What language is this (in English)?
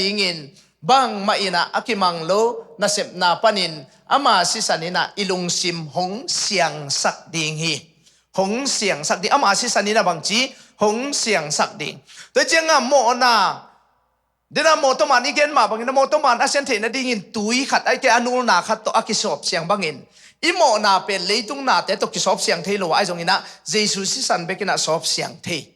Tedim Chin